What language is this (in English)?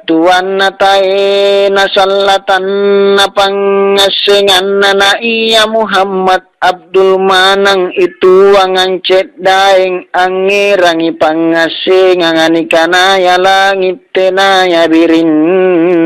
Makasar